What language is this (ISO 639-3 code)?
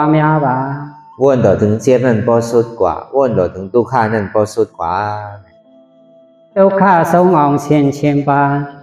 shn